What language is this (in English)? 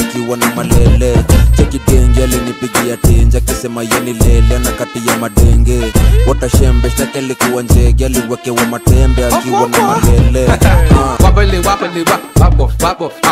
Swahili